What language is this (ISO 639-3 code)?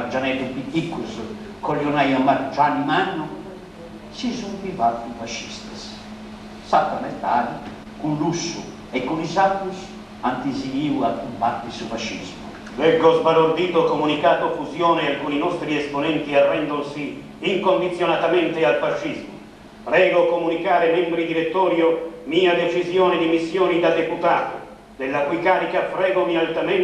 srd